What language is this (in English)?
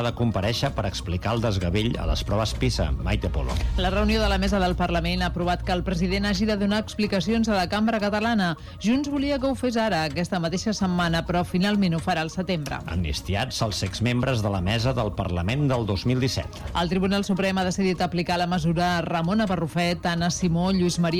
Catalan